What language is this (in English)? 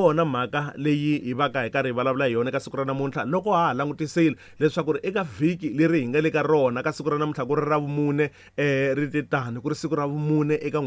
Tsonga